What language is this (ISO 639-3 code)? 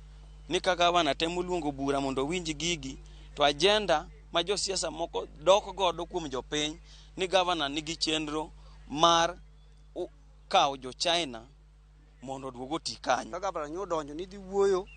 luo